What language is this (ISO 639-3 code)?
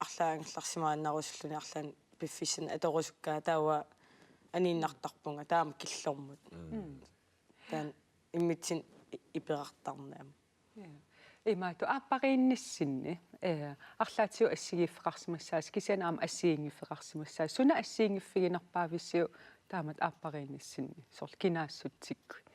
kal